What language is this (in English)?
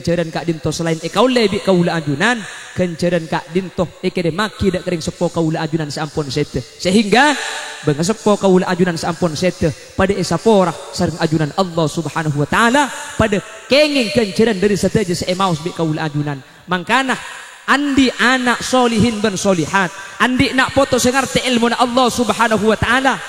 Madurese